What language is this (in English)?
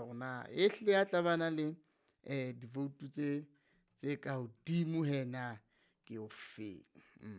Southern Sotho